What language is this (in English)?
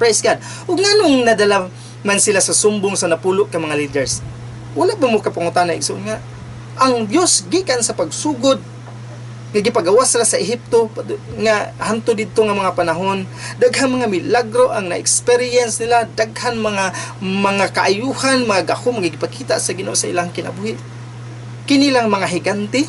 Cebuano